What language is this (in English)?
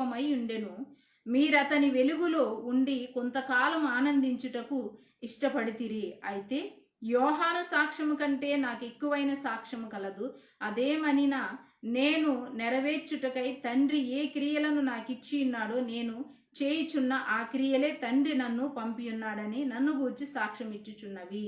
Koya